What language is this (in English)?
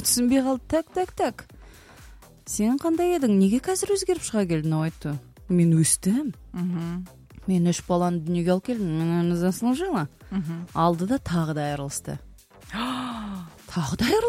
Kazakh